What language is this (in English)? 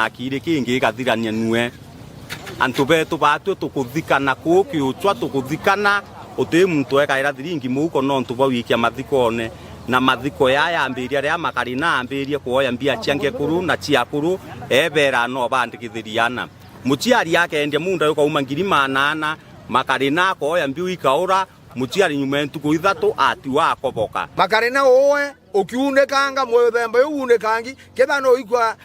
Meru